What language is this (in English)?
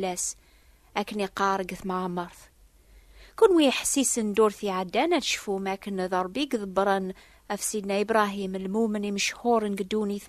Kabyle